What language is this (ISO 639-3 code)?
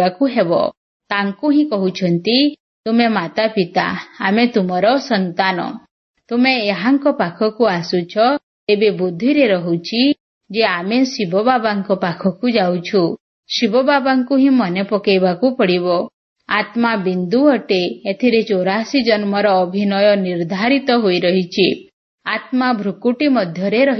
ori